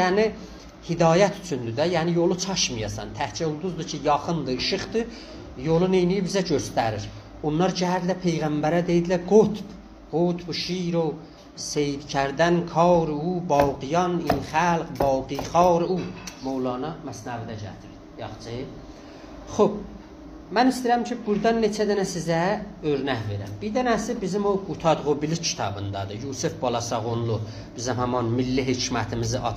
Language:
South Azerbaijani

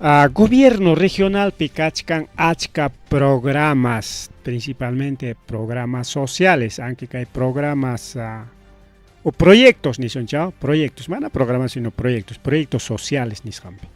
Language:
Ayacucho Quechua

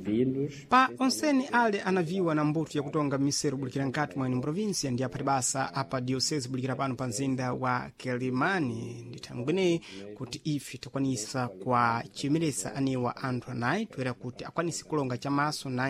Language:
Sena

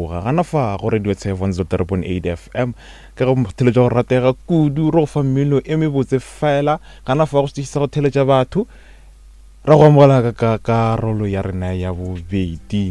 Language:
Northern Sotho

